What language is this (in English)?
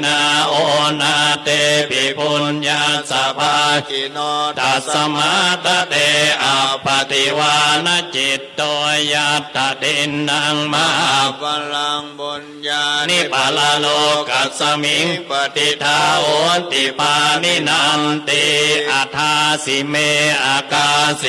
Pali